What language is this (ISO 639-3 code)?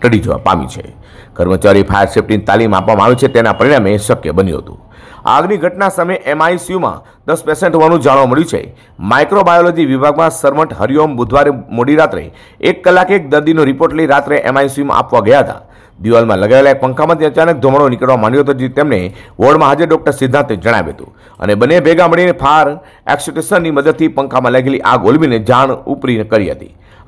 guj